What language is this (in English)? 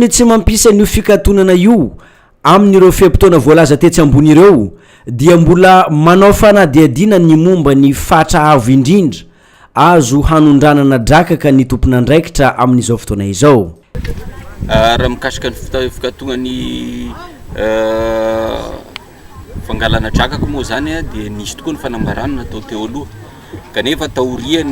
Malagasy